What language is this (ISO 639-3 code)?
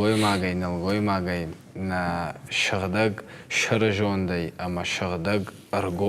oss